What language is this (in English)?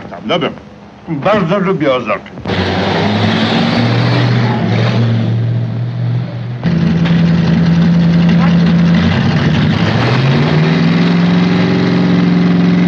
Polish